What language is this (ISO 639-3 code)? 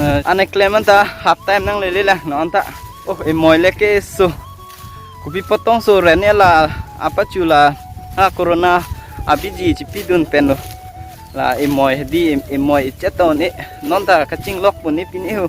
mjw